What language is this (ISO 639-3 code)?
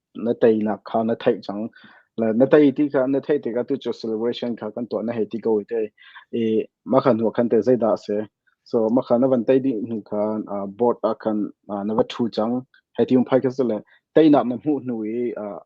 cnh